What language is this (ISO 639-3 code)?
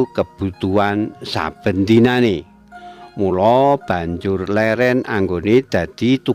jav